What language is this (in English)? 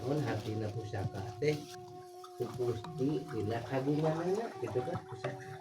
Sundanese